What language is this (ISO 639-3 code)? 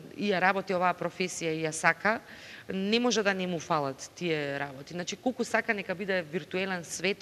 mkd